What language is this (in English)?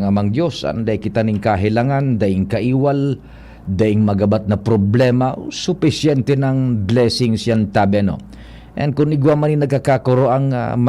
Bikol